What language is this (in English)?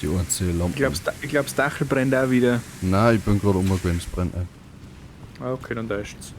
Bavarian